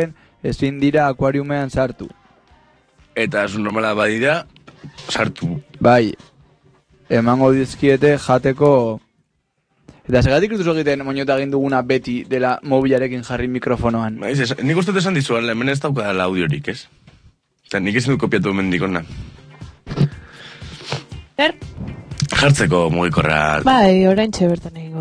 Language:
Basque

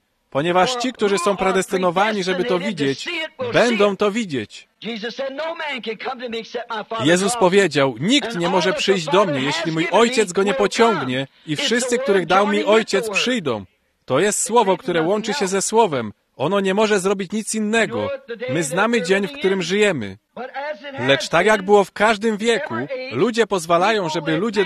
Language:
Polish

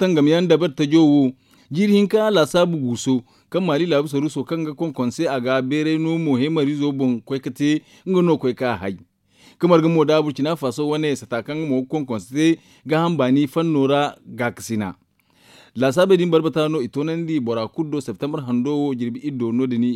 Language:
Zarma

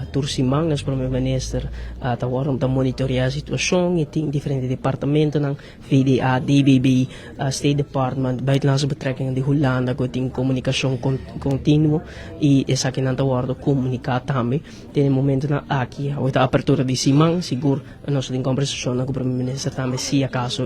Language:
Papiamento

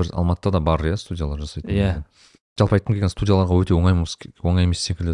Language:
Kazakh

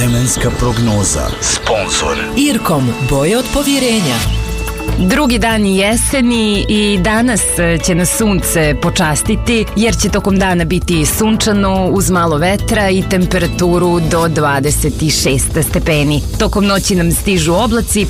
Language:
Serbian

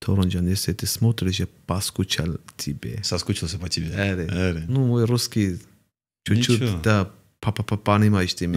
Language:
Kurdish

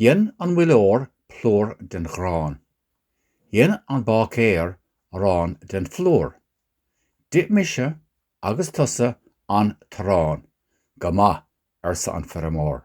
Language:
Irish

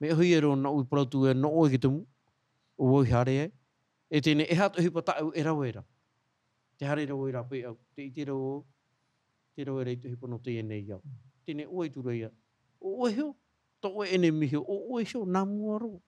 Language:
Tahitian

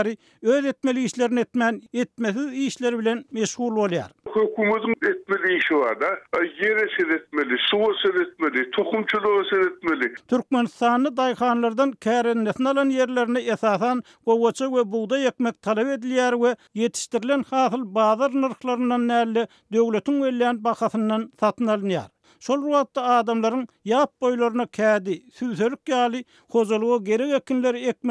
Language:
Turkmen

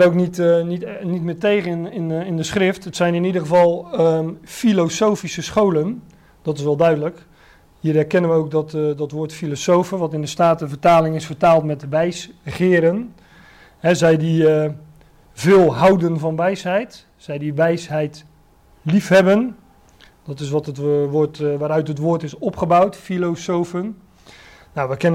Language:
Dutch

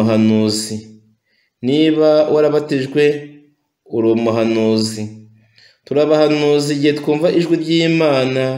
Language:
Kinyarwanda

